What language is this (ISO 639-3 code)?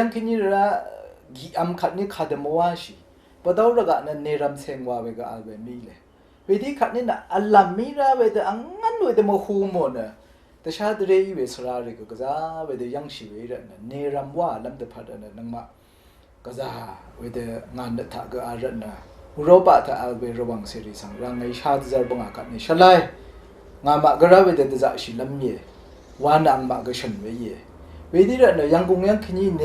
raw